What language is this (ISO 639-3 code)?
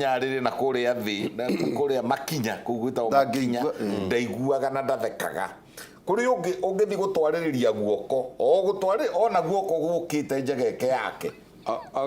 kik